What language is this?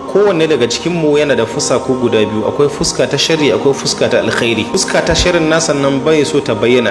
Hausa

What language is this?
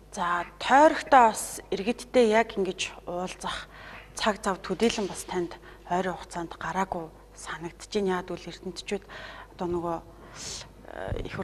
Mongolian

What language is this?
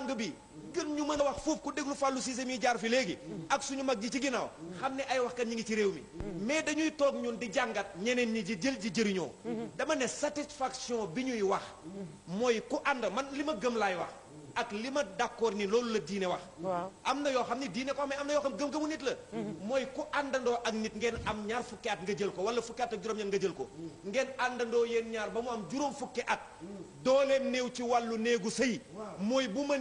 Wolof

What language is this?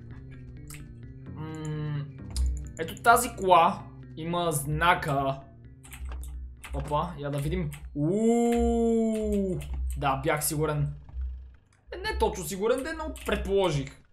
Bulgarian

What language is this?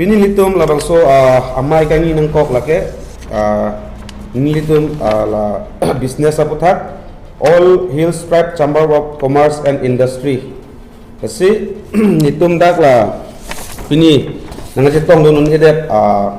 Karbi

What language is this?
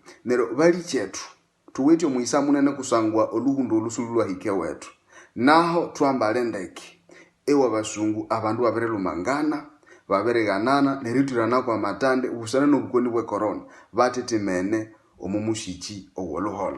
Nande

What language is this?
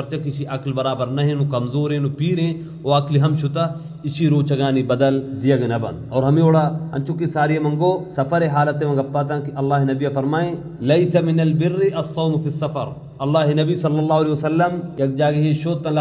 Baluchi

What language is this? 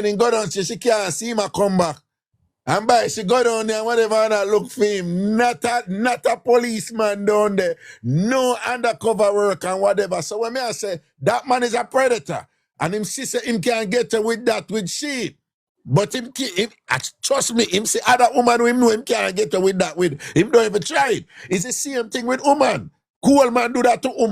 Jamaican Creole English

